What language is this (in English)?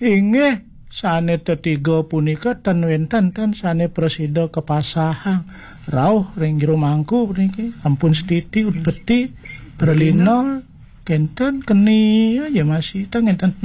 Balinese